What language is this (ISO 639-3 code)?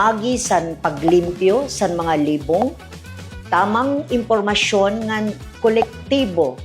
war